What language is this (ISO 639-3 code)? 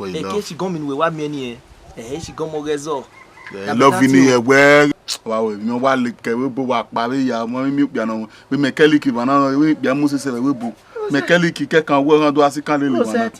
bin